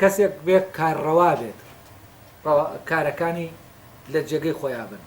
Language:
Central Kurdish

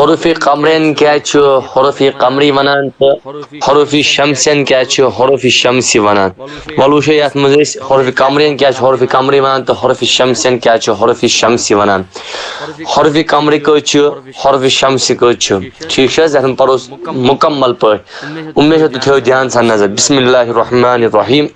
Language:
Kashmiri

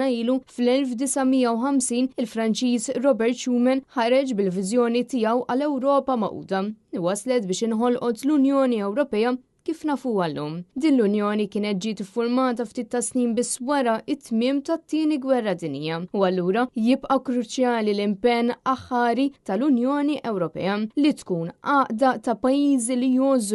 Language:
Maltese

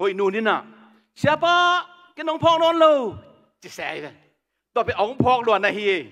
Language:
Tedim Chin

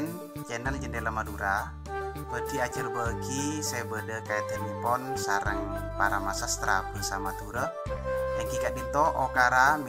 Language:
Madurese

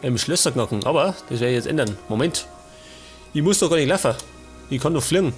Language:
Bavarian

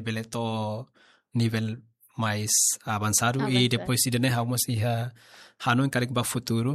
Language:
Tetum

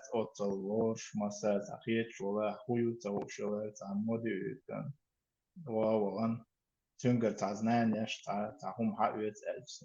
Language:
Chechen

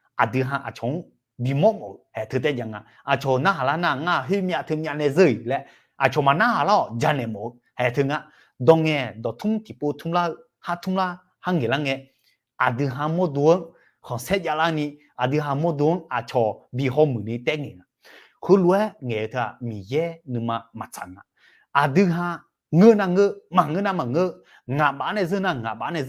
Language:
Akha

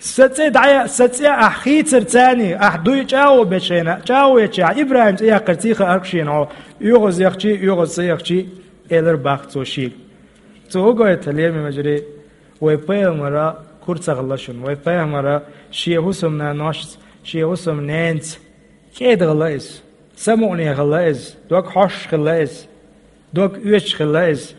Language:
Chechen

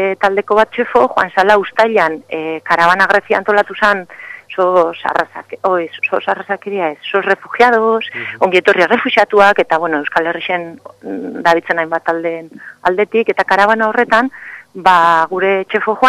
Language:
Basque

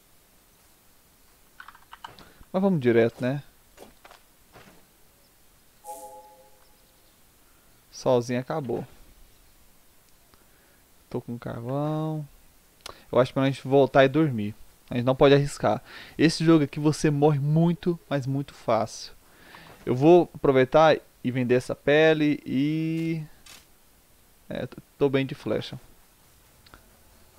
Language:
Portuguese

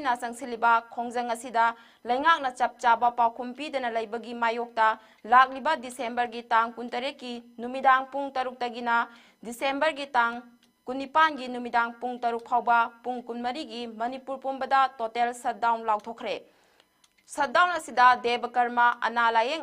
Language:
Manipuri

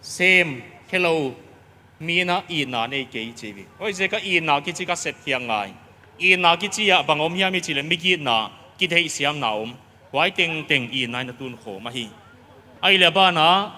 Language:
Paite Chin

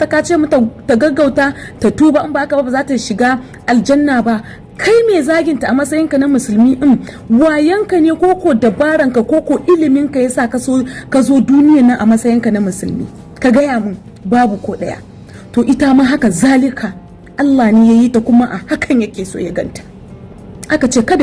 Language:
Hausa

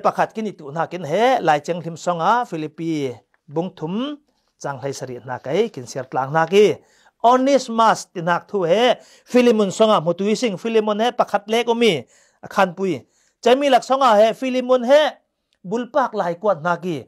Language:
Falam Chin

